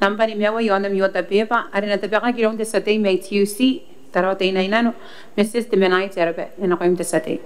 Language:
Gilbertese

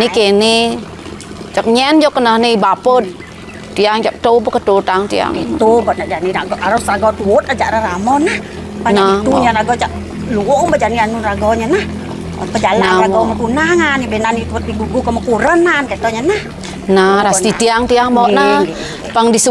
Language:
Balinese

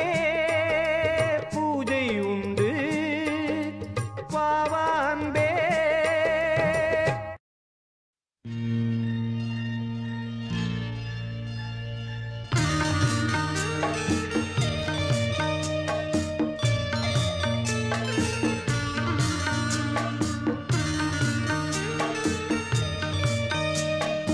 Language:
Tamil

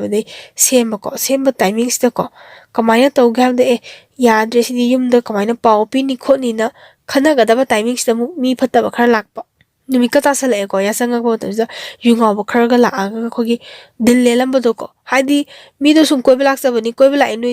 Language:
Manipuri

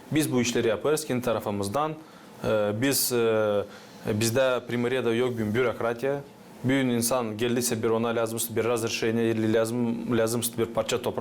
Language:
Gagauz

